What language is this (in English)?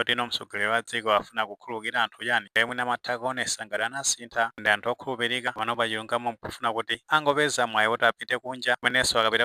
Nyanja